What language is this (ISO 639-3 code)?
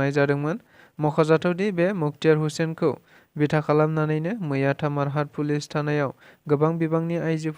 brx